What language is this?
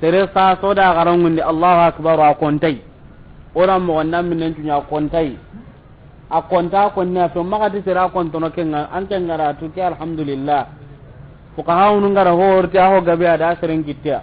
Soninke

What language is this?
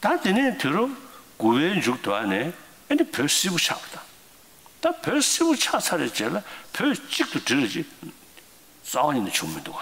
Tibetan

